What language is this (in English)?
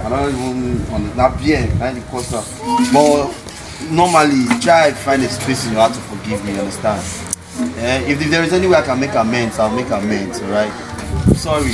Nigerian Pidgin